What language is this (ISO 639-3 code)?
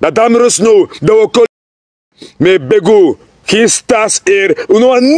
srn